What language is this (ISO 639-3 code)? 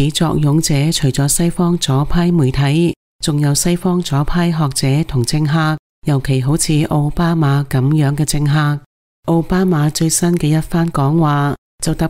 yue